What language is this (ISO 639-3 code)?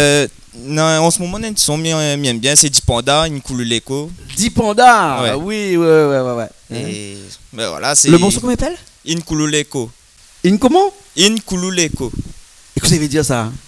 rcf